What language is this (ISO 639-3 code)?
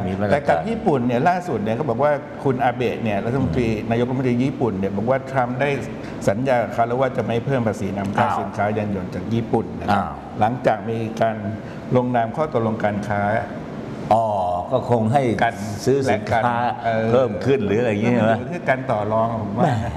tha